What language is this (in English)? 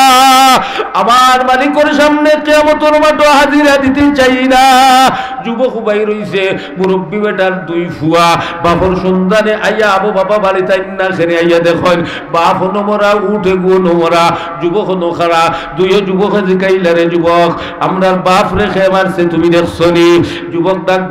Sylheti